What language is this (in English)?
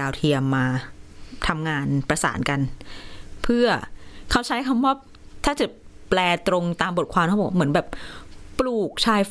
Thai